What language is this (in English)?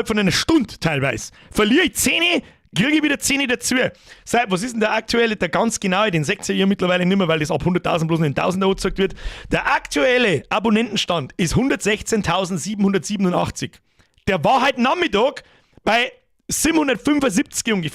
Bavarian